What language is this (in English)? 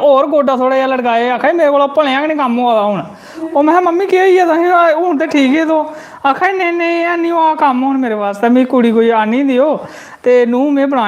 Dogri